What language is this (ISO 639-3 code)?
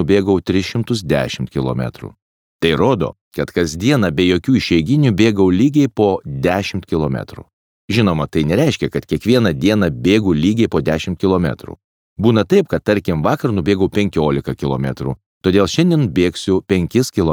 lit